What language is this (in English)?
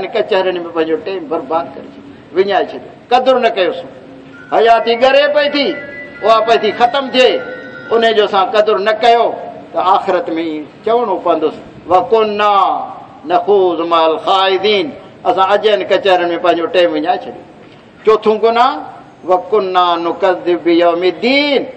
Saraiki